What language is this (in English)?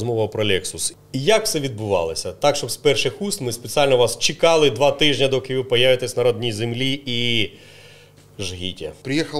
Ukrainian